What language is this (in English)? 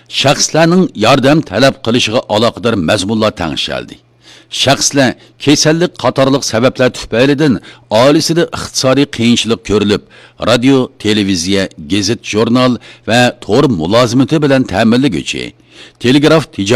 Uyghur